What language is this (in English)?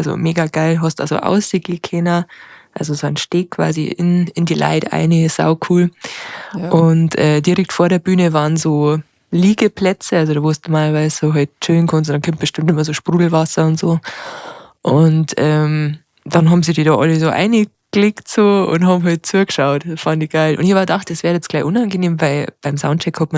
Bavarian